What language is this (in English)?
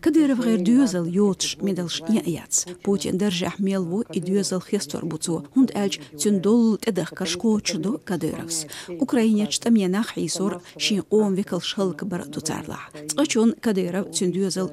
Chechen